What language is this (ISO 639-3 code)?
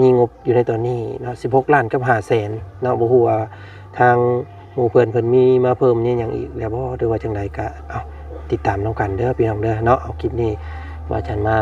lao